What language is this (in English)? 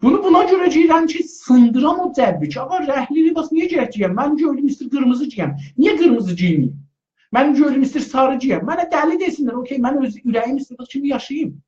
South Azerbaijani